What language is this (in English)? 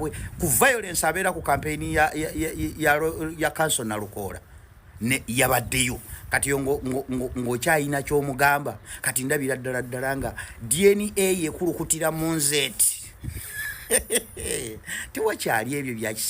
Ganda